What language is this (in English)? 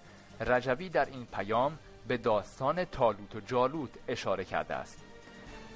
Persian